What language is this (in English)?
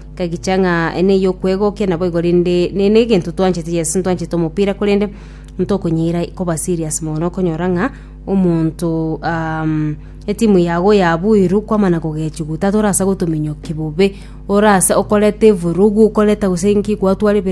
Gusii